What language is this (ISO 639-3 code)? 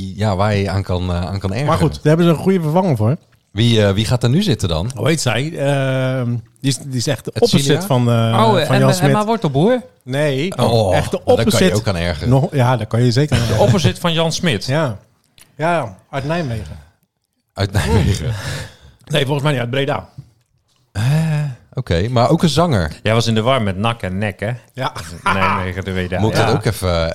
nld